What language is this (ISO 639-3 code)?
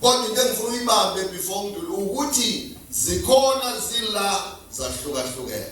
zul